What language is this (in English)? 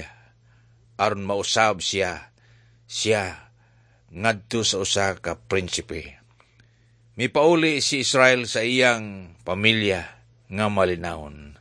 Cebuano